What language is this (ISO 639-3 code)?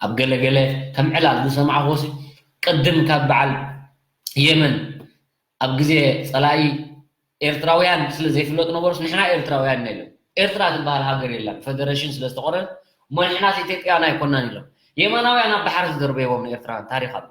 tir